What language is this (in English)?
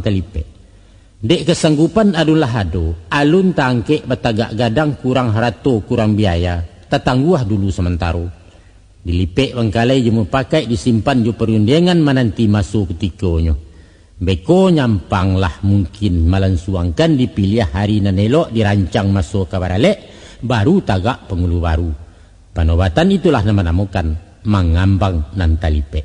Minangkabau